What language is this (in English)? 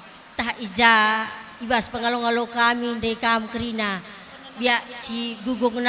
Batak Karo